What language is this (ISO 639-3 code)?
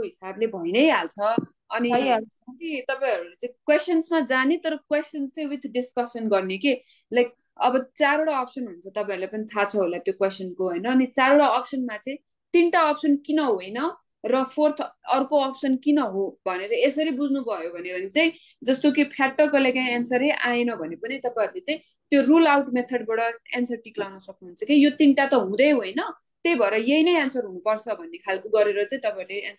nep